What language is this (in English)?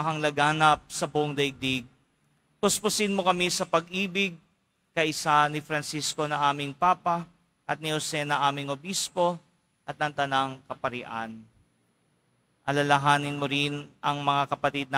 Filipino